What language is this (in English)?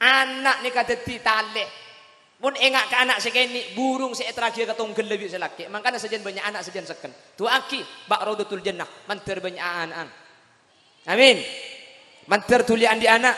Madurese